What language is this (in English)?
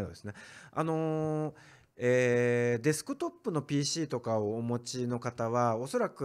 Japanese